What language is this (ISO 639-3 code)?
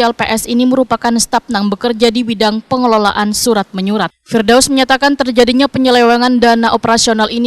bjn